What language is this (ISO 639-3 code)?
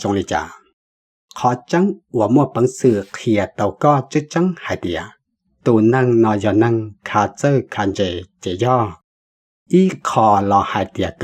hmn